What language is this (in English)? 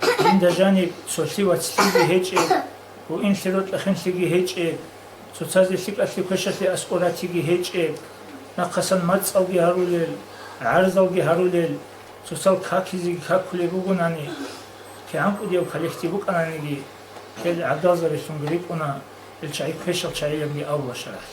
Avaric